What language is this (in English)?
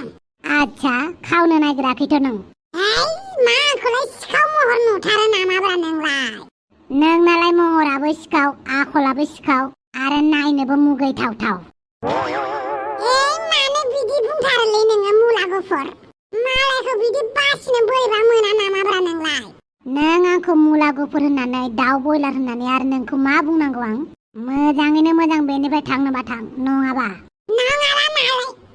Bodo